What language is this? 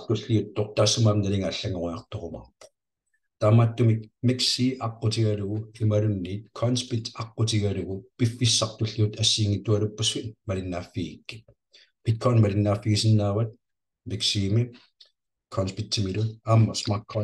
Kalaallisut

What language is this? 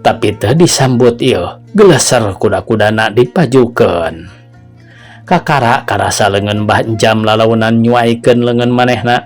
Sundanese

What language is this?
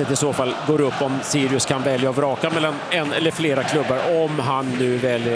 Swedish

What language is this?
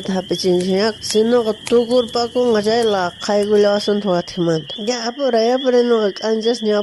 South Bolivian Quechua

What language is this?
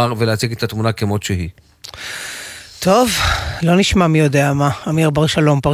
Hebrew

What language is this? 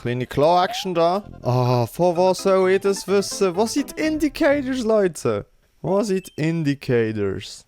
Swiss German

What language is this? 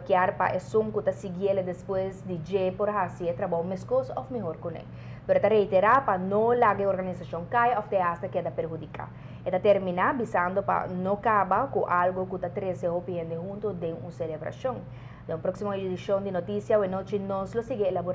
Papiamento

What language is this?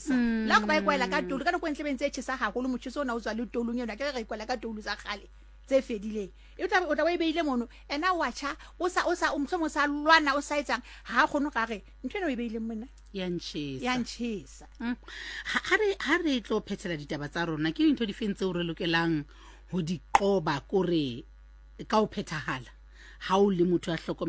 Southern Sotho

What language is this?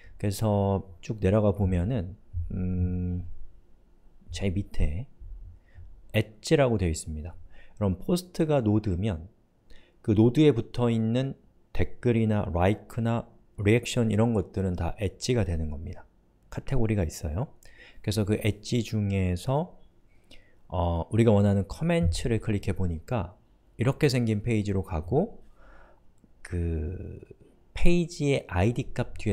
Korean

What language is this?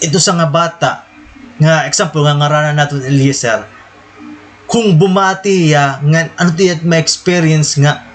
Waray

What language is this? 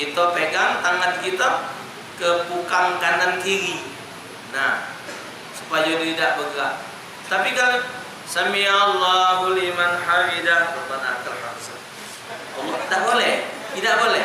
Musi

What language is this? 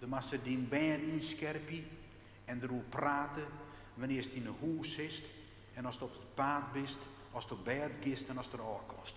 Western Frisian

